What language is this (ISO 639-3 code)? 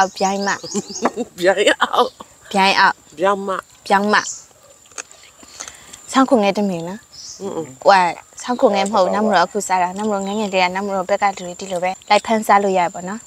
mya